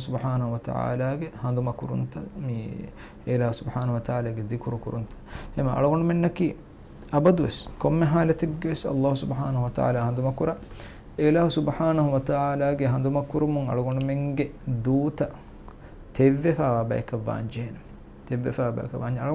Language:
Divehi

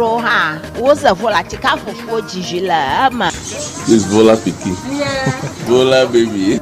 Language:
Ewe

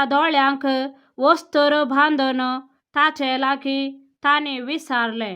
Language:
Konkani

